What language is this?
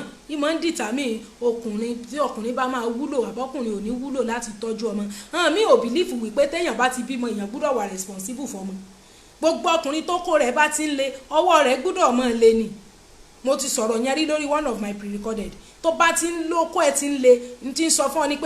Yoruba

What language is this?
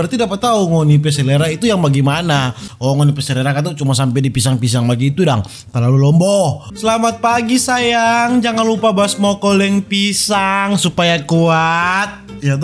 Manado Malay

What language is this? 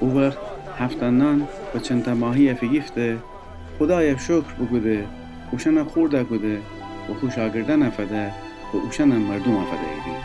Gilaki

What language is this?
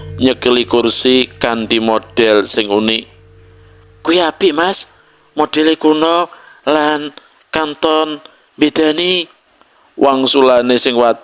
Javanese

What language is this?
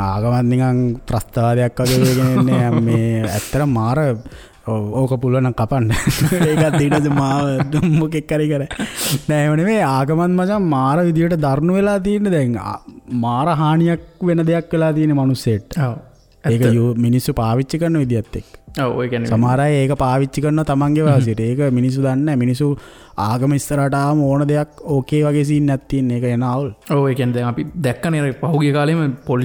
Sinhala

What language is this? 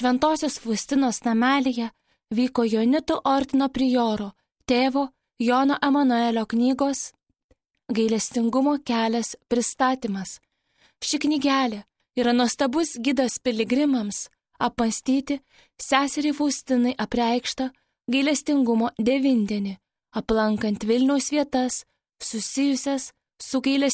Lithuanian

